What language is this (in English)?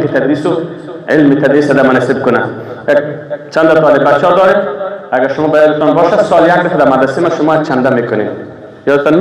Persian